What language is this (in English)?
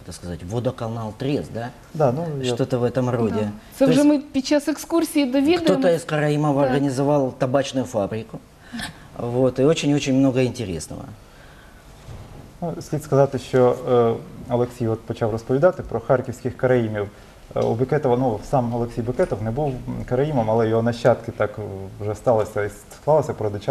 Ukrainian